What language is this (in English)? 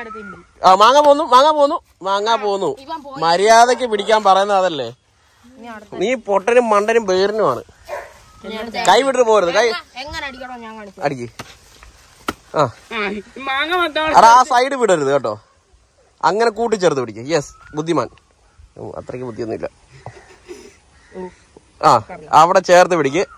Malayalam